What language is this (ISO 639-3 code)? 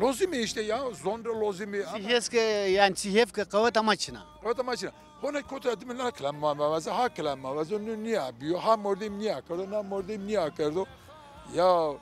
zza